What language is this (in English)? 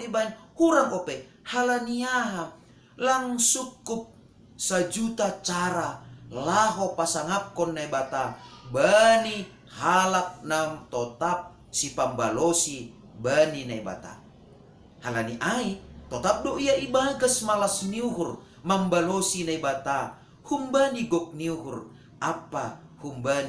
Batak Simalungun